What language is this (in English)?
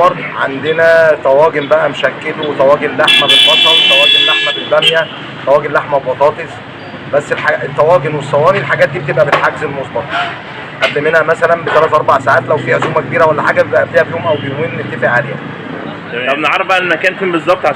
Egyptian Arabic